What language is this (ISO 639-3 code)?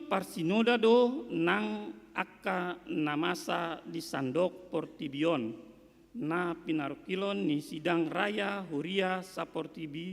bbc